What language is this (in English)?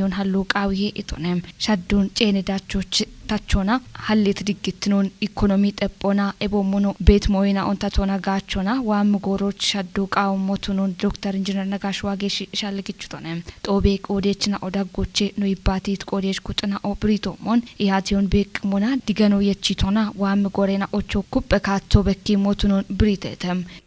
Kafa